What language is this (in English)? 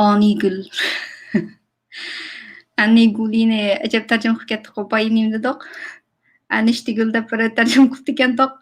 Uyghur